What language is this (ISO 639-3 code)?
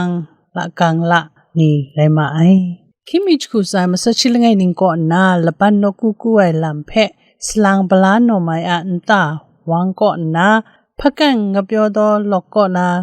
kac